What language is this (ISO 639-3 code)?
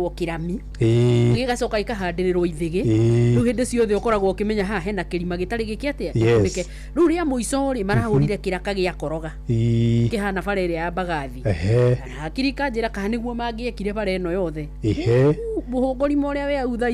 kik